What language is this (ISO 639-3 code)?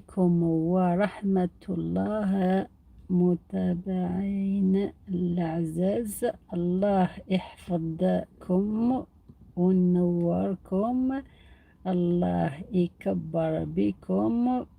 arq